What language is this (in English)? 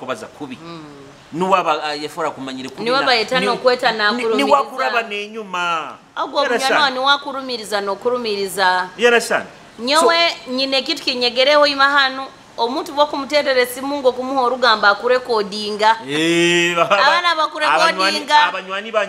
Nyoro